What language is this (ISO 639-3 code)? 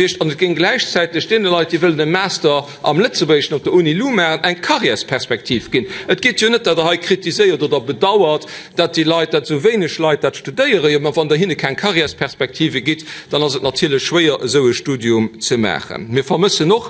ltz